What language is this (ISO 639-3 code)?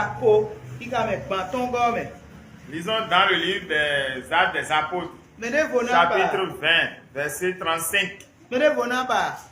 fon